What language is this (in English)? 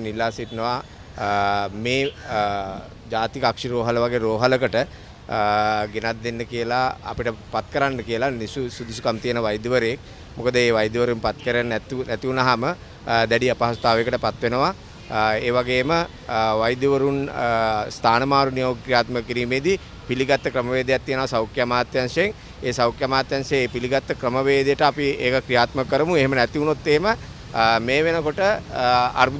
Sinhala